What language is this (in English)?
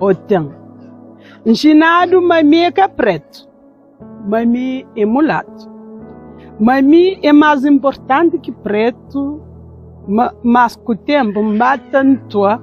Kabuverdianu